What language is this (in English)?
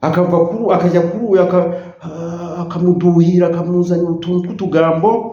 Kinyarwanda